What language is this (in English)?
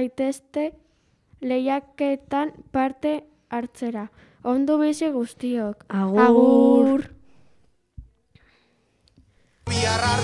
Basque